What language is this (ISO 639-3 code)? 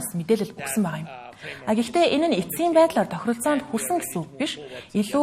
mon